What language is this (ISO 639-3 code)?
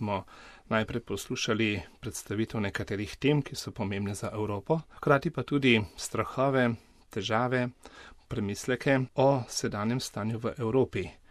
slv